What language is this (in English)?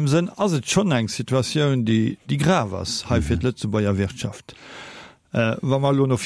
Luxembourgish